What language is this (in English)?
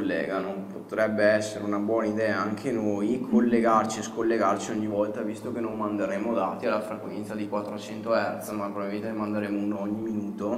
Italian